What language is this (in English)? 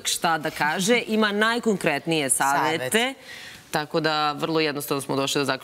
Serbian